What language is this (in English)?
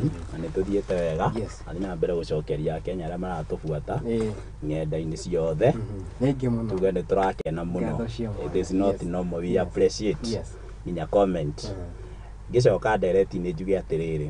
Kikuyu